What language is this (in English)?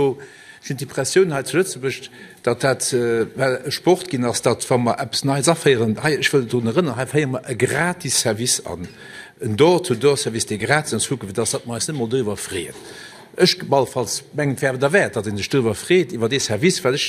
Luxembourgish